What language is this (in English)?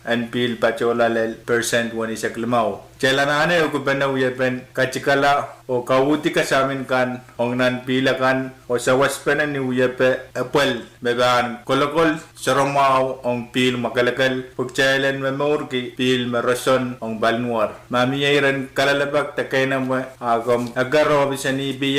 Pohnpeian